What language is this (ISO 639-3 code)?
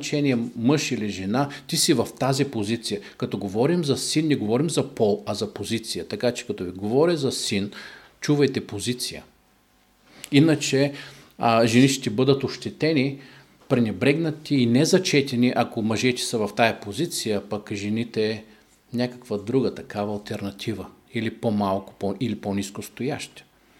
bul